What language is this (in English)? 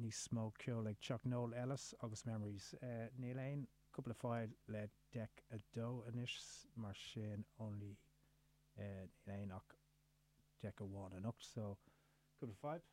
Irish